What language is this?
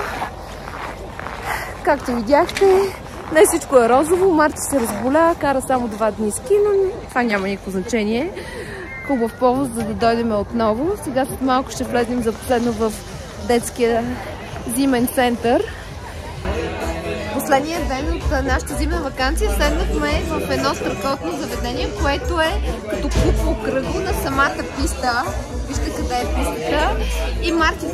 Bulgarian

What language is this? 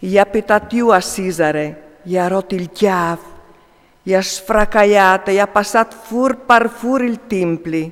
Friulian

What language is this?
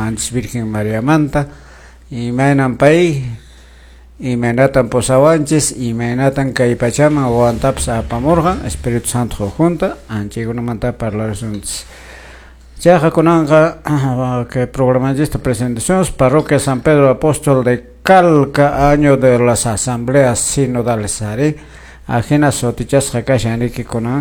Quechua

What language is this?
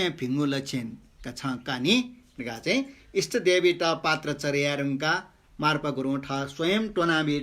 Newari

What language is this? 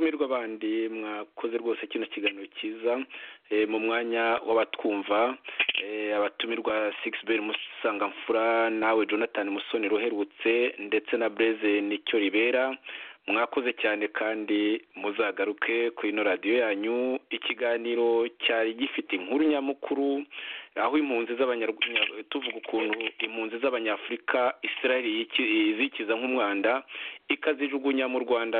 Kinyarwanda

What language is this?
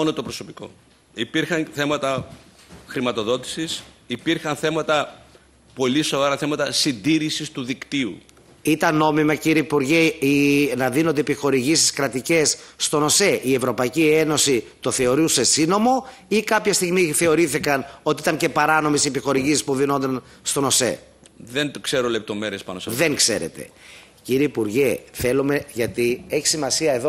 Greek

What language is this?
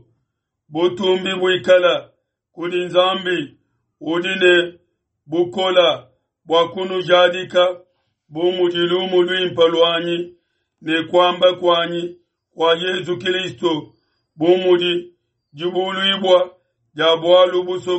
Luba-Lulua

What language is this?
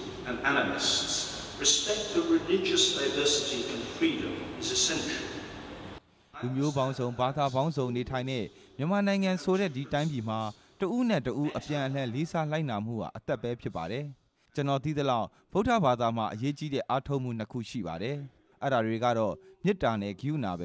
Burmese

